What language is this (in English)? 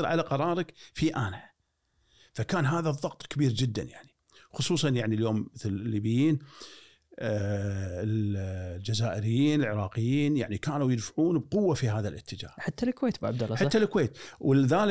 Gulf Arabic